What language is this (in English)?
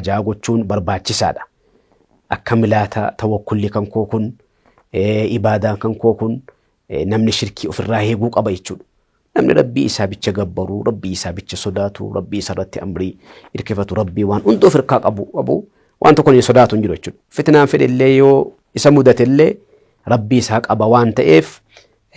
Oromo